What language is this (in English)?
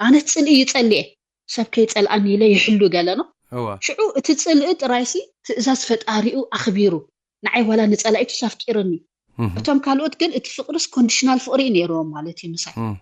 Tigrinya